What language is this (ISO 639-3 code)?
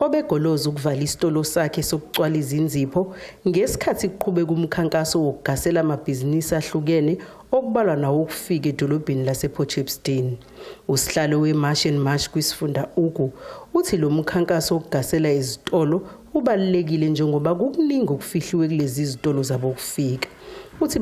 zul